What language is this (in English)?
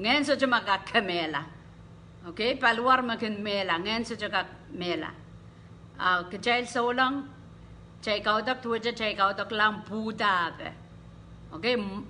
Pohnpeian